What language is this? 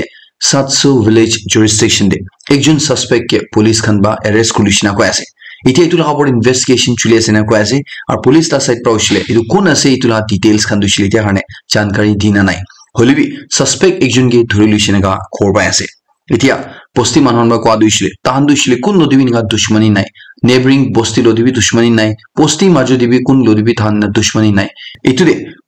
Naga Pidgin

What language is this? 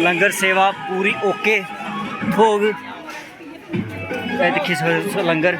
Dogri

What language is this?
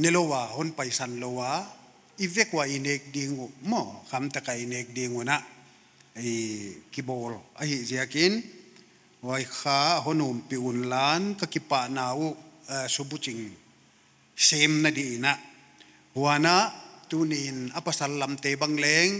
Paite Chin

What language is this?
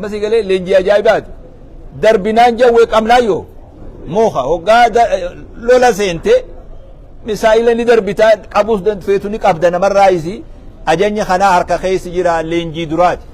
Oromo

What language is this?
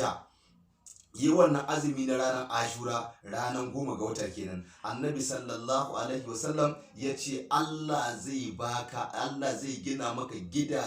Hausa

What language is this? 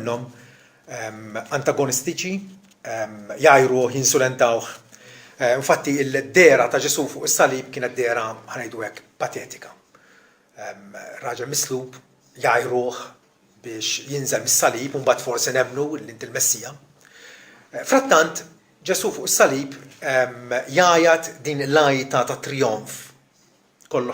Maltese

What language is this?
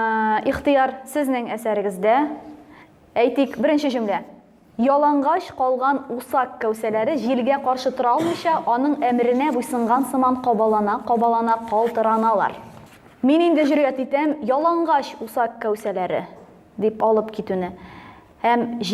Tatar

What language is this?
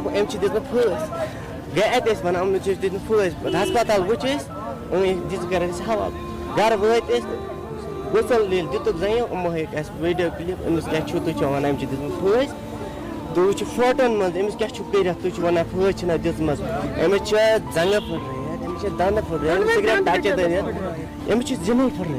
Kashmiri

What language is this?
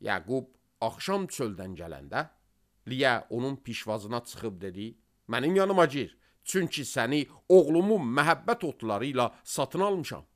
Azerbaijani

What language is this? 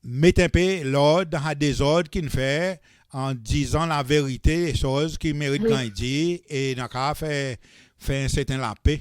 Seselwa Creole French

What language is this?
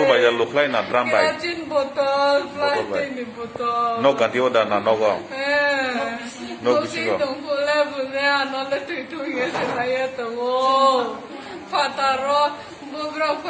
Kok Borok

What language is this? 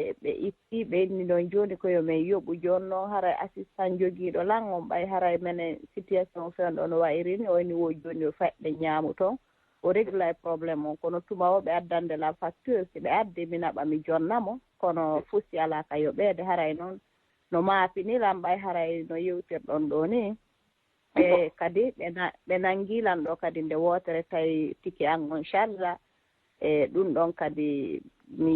Fula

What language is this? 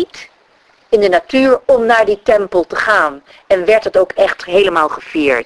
Dutch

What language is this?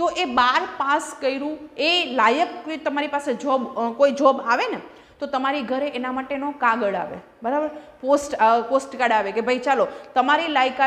Gujarati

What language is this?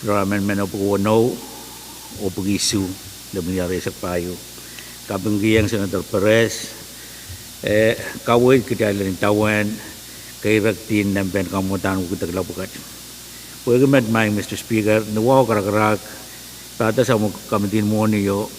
Pohnpeian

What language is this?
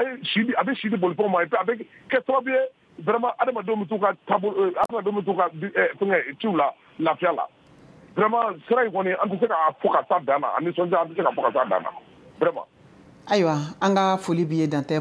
Bambara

